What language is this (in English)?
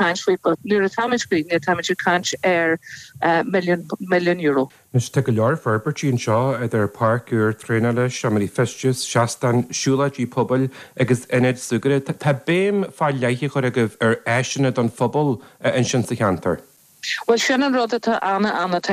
Irish